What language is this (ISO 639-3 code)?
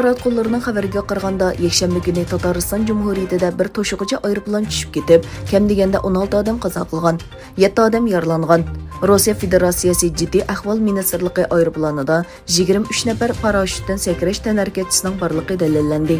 uig